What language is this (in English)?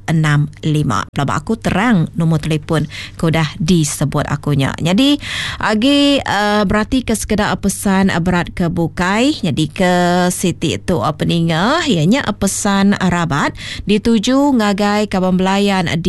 Iban